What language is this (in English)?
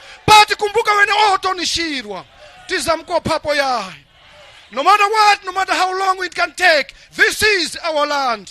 Nyanja